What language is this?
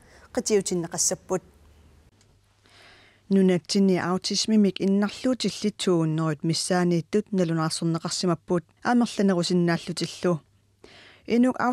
Kalaallisut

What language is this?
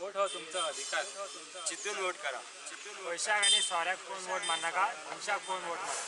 Konkani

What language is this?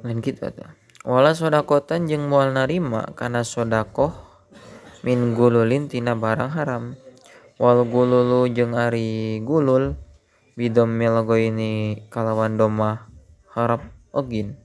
Sundanese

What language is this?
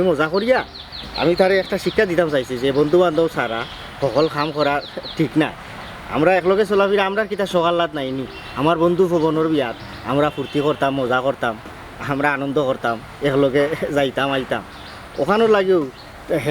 Sylheti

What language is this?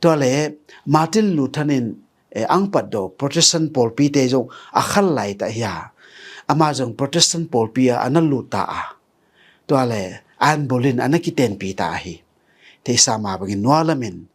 Tedim Chin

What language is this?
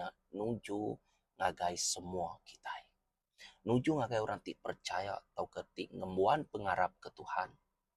Iban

